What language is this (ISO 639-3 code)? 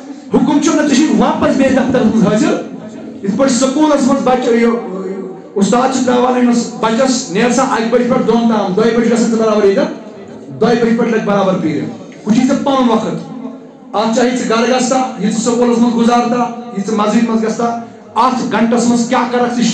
kas